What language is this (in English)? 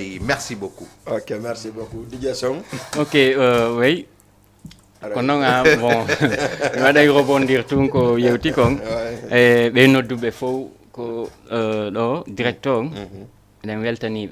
Fula